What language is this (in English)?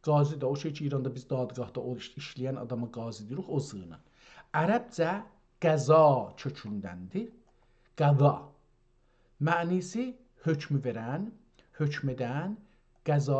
South Azerbaijani